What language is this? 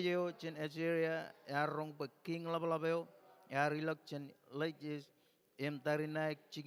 Marshallese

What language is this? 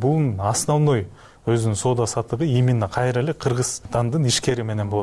Kyrgyz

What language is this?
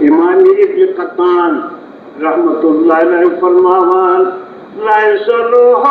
Kashmiri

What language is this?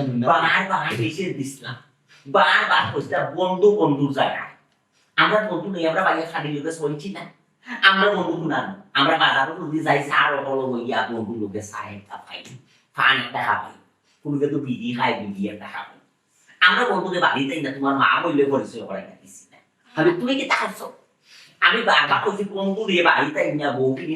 Sylheti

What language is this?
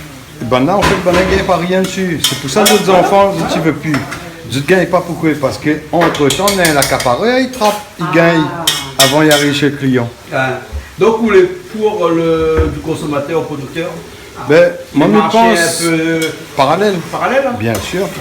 Réunion Creole French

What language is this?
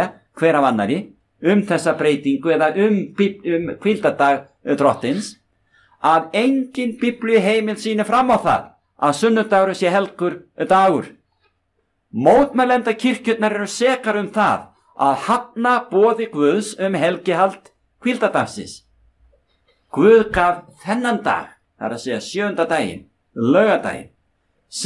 Icelandic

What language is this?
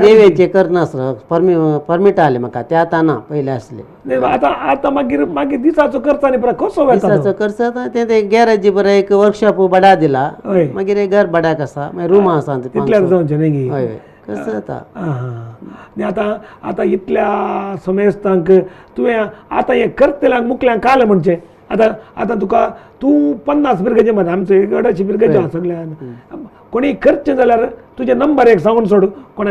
Konkani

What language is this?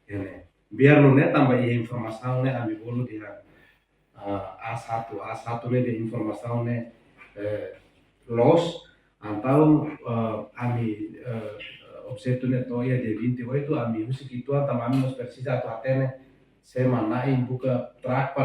Tetum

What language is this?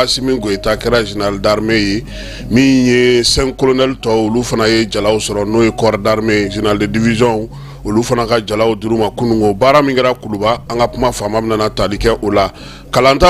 Bambara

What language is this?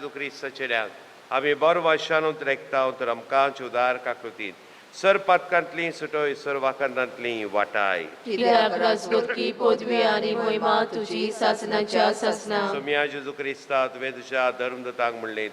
Konkani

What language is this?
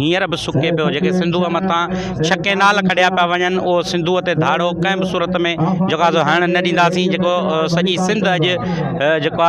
Sindhi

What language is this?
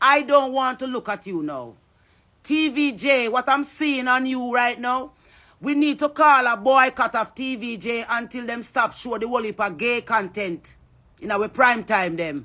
Jamaican Creole English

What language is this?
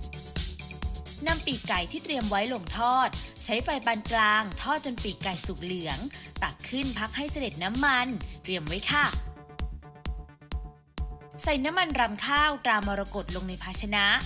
Thai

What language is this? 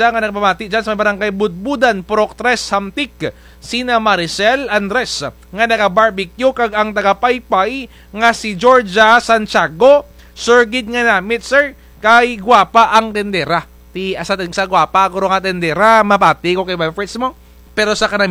Kinaray-a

